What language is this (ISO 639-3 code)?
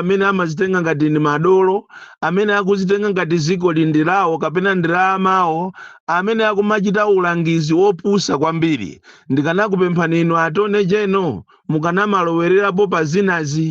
nya